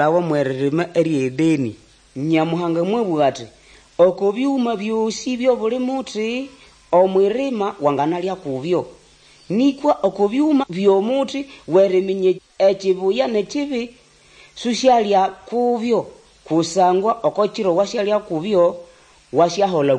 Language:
Nande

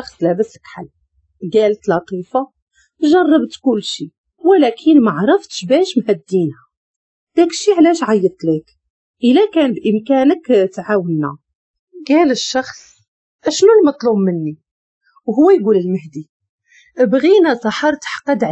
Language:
Moroccan Arabic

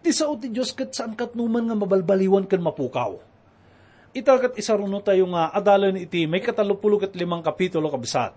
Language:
Iloko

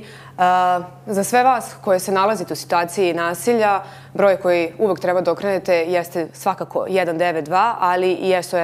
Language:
Serbian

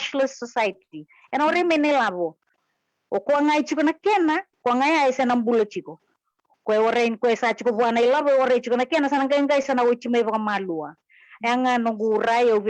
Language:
Fijian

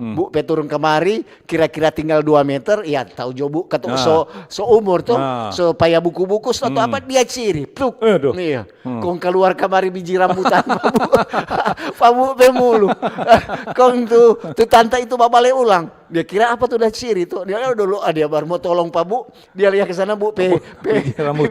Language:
Manado Malay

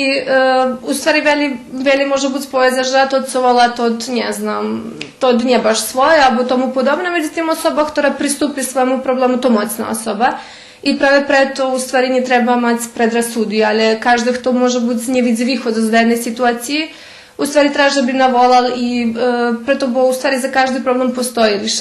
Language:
Rusyn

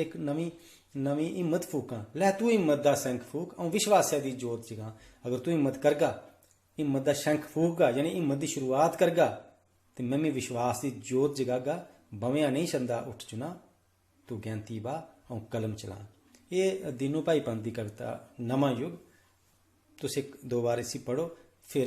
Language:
Dogri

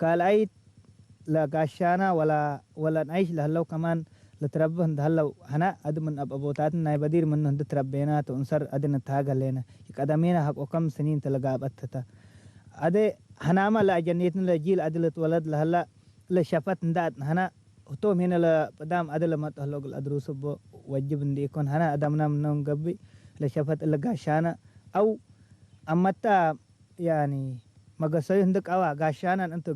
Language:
Tigre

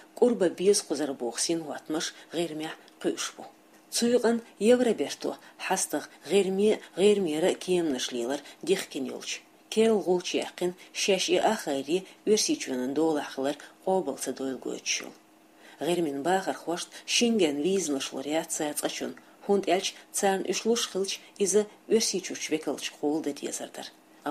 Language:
Chechen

